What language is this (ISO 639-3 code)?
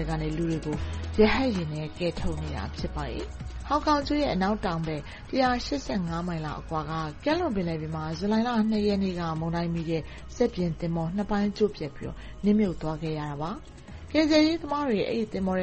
mya